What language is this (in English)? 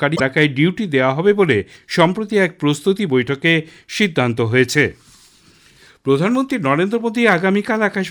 Bangla